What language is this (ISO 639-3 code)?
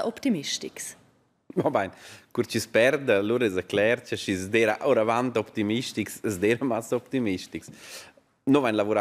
roh